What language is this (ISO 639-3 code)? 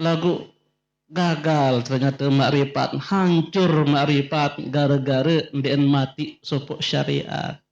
sas